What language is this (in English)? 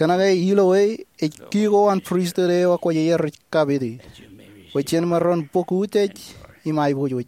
Marshallese